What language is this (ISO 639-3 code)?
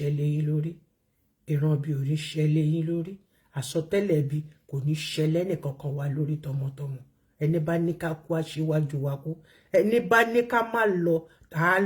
yor